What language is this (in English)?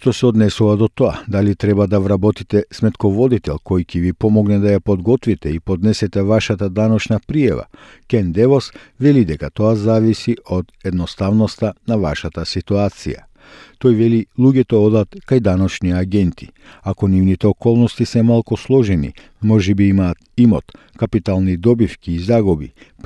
Macedonian